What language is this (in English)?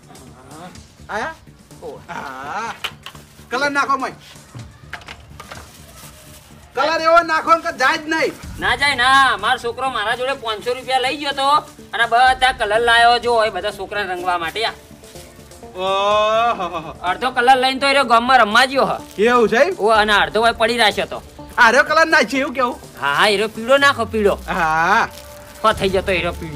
Gujarati